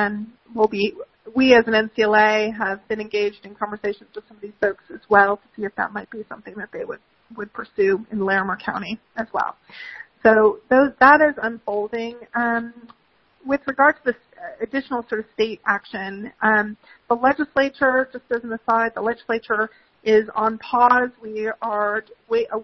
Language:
English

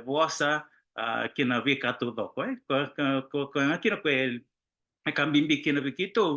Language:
Fijian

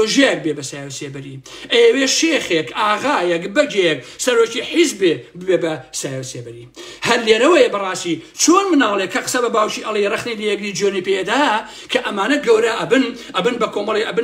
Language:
Central Kurdish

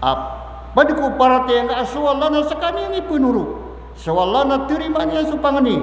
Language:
Maranao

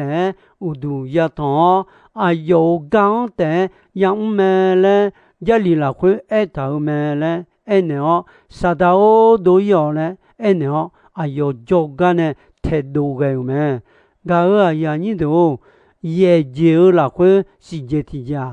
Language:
Akha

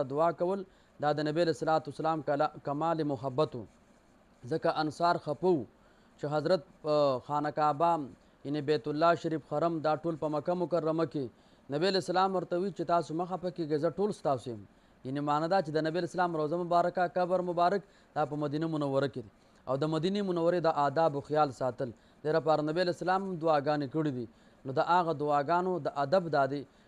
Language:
Pashto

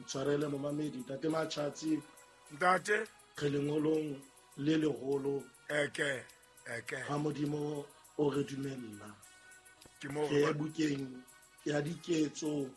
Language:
Southern Sotho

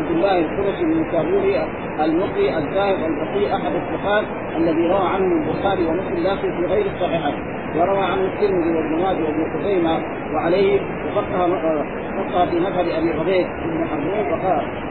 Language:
Arabic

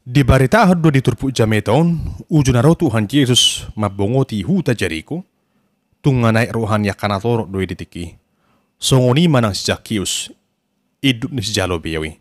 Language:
Batak Toba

